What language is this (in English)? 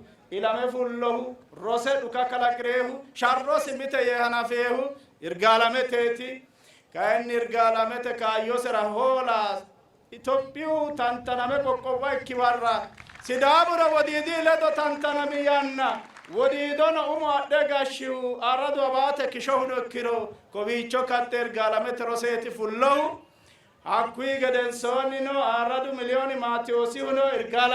Sidamo